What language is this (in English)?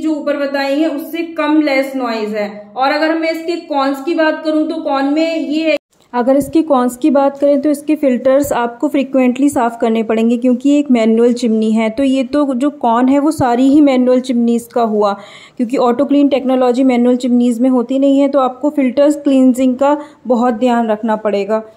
Hindi